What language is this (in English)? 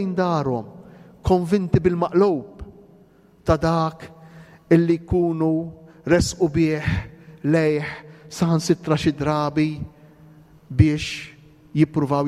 Maltese